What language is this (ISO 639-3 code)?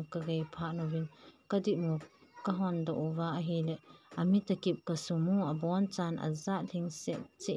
tcz